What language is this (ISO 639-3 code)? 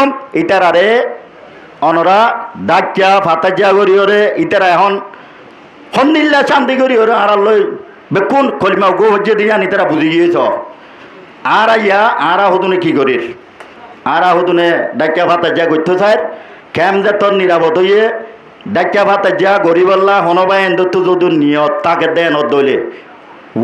rhg